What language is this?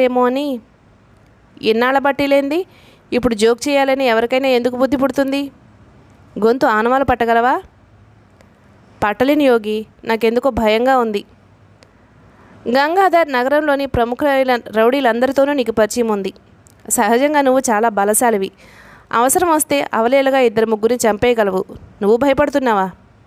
Telugu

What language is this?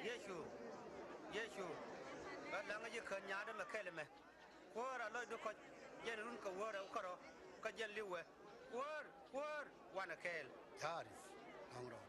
Nuer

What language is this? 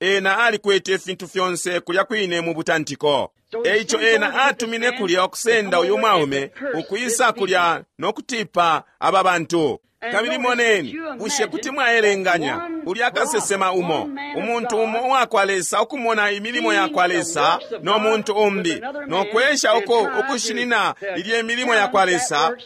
Bemba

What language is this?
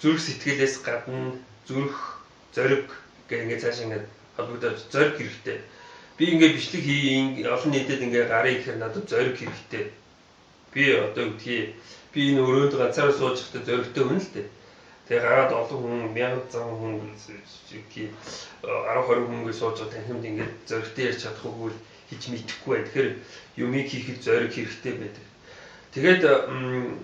Mongolian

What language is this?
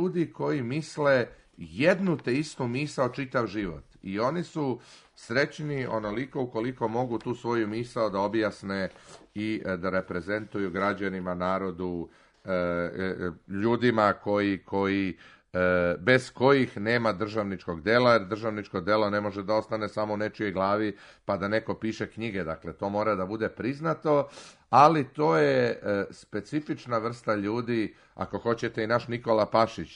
Serbian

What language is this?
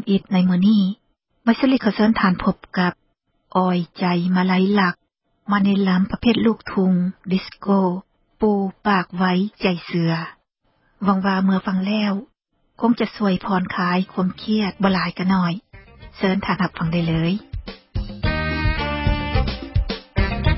Lao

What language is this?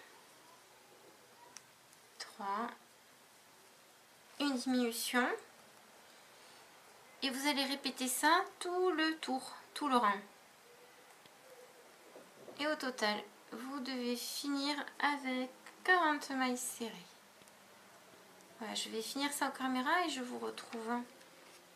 French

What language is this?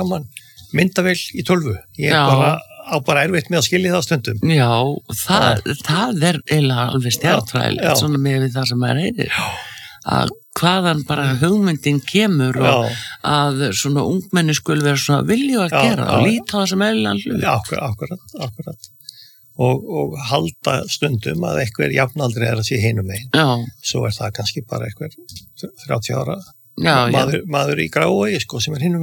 Icelandic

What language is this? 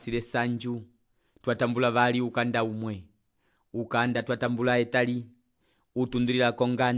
Umbundu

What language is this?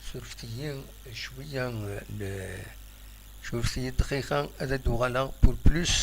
Kabyle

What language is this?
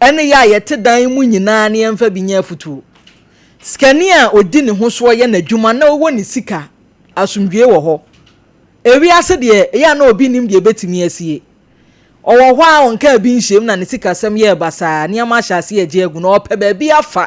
Akan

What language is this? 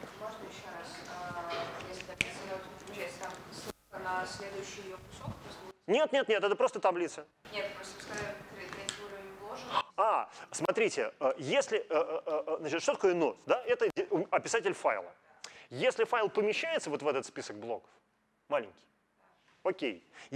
Russian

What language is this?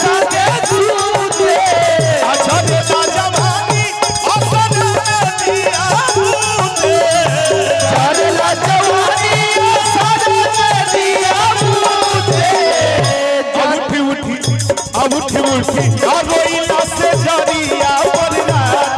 Bhojpuri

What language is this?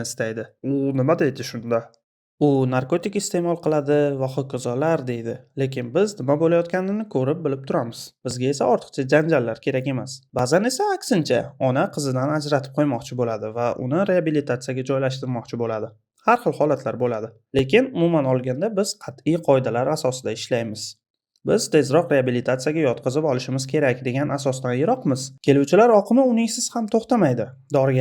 Uzbek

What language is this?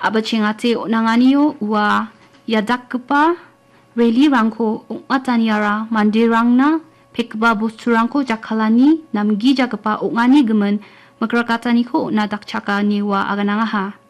Garo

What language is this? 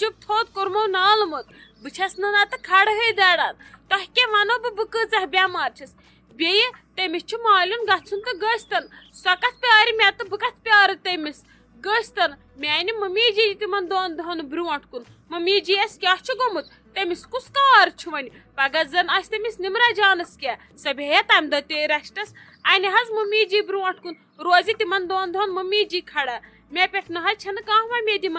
Kashmiri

